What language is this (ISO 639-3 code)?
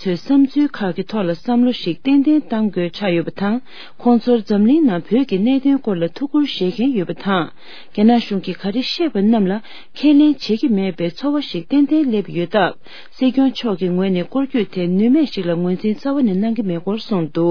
bod